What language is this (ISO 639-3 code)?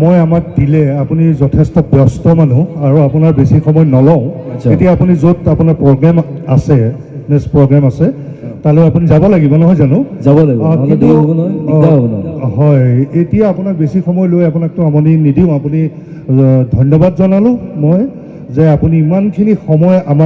asm